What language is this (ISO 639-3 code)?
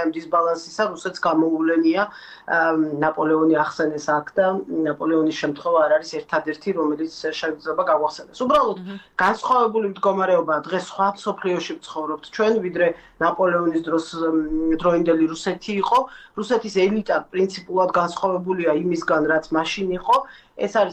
kat